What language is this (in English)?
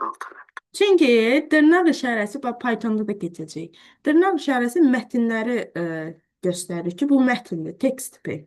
Azerbaijani